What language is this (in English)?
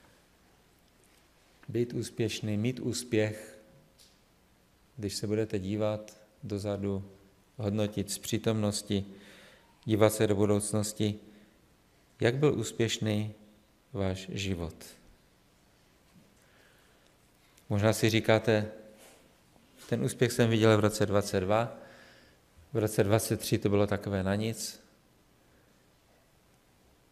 Czech